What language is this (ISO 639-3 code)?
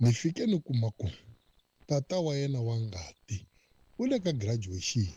tso